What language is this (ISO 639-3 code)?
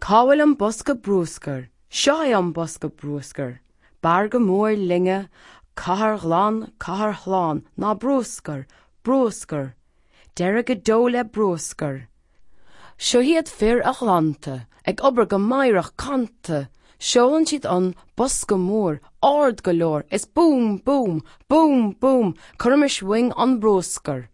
gle